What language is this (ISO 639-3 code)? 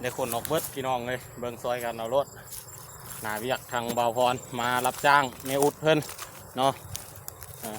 lao